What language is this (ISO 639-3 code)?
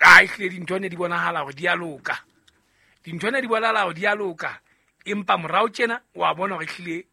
sot